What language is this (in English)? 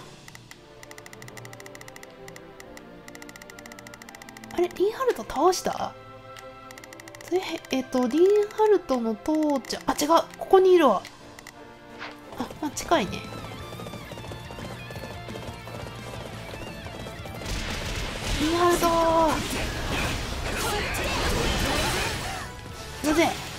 Japanese